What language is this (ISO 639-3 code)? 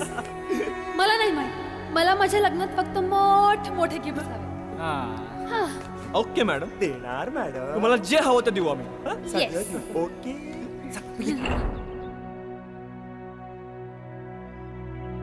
mar